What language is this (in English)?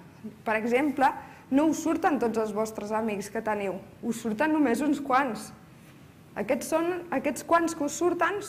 Catalan